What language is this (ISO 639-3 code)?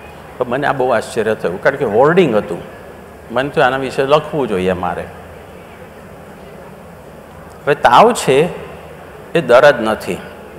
guj